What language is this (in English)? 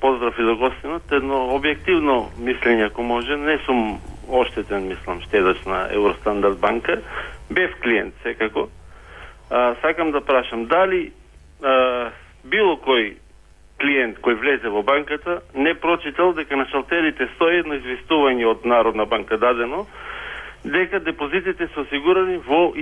Macedonian